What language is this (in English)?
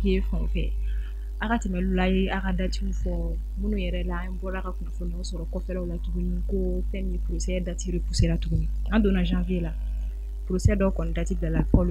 Bambara